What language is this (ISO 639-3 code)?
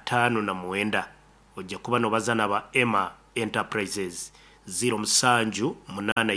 nyn